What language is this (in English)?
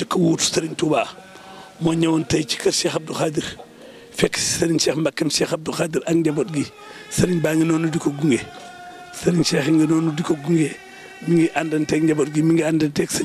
Wolof